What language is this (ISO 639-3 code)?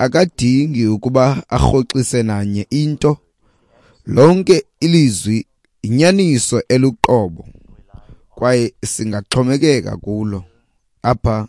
xho